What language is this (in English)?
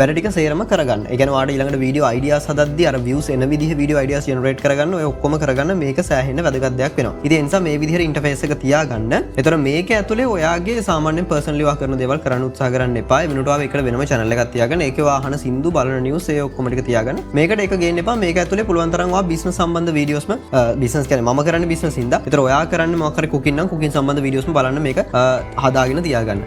Sinhala